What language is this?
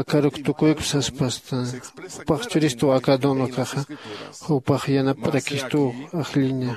Aymara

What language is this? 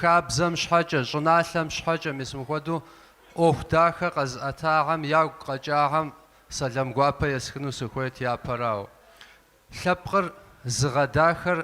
Kabardian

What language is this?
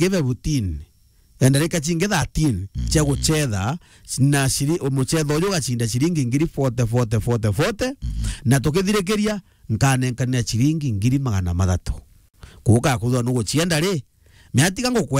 Meru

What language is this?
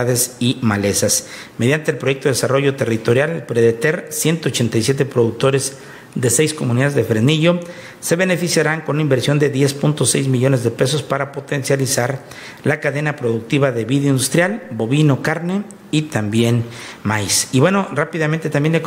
Spanish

